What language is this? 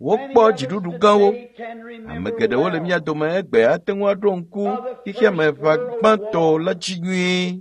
Ewe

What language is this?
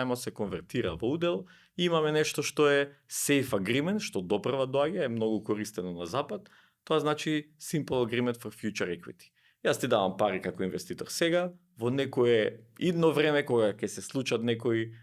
Macedonian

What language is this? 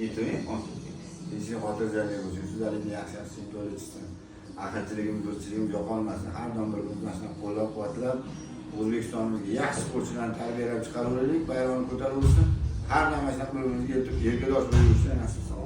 Uzbek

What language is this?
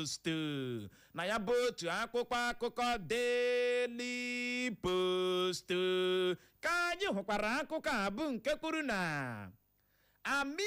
Igbo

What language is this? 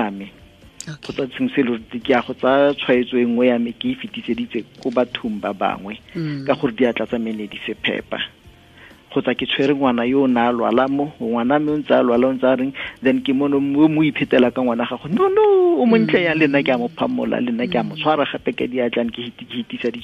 Tswana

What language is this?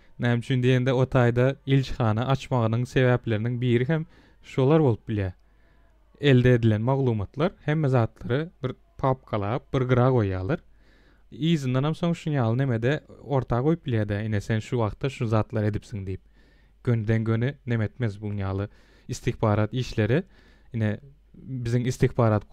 Turkmen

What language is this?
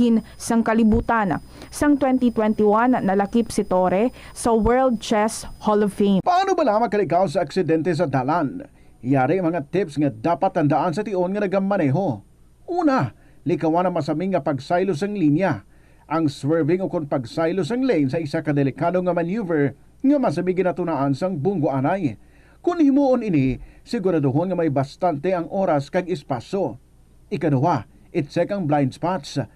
Hiligaynon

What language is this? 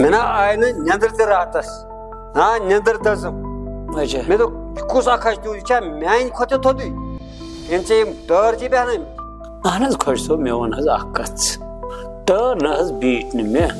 Kashmiri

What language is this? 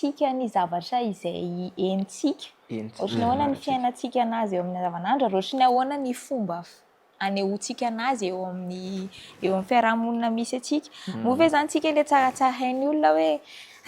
Malagasy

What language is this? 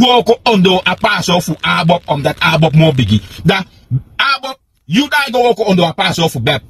Sranan Tongo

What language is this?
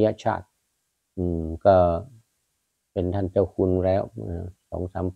Thai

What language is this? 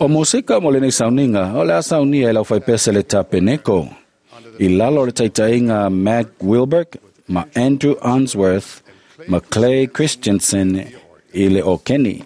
Samoan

